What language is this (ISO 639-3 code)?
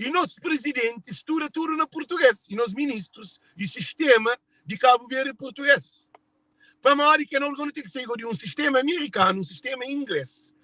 kea